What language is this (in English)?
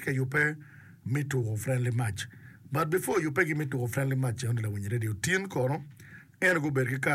Acoli